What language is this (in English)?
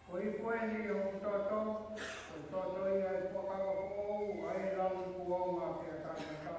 Tongan